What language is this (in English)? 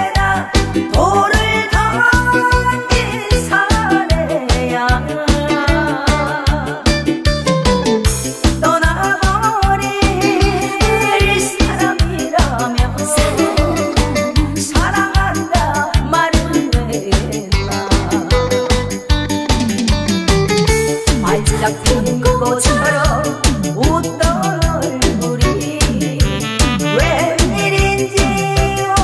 Korean